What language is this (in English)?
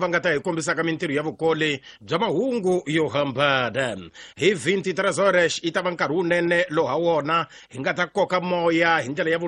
Tsonga